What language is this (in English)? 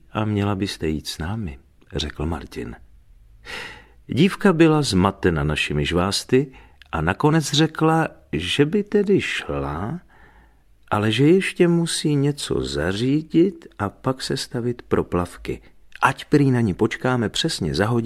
Czech